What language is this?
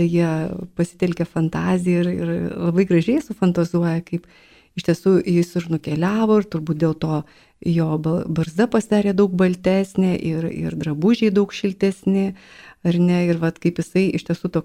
Lithuanian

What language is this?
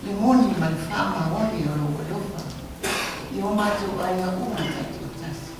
Samoan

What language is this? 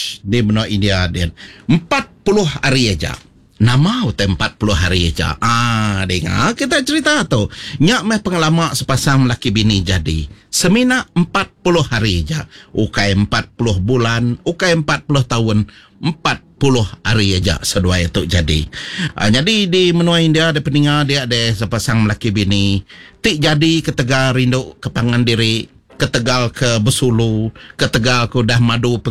Iban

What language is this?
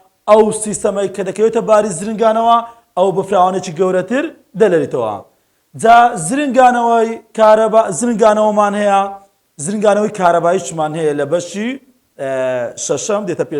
Central Kurdish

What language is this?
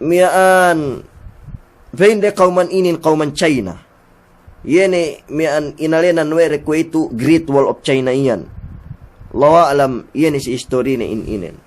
Yakan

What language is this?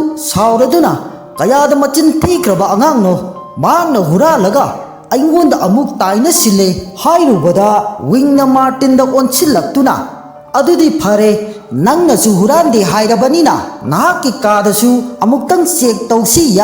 Manipuri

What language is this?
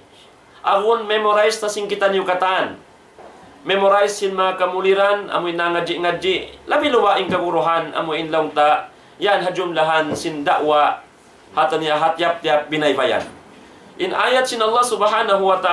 Tausug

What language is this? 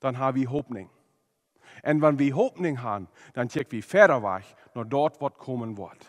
Plautdietsch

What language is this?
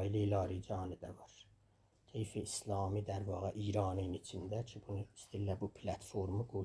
South Azerbaijani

